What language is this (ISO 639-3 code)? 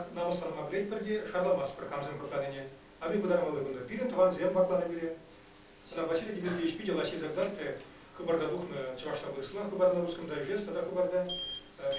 chv